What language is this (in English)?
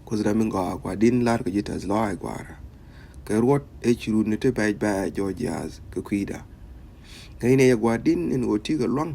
Nuer